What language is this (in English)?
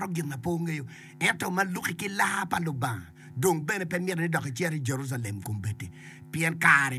Acoli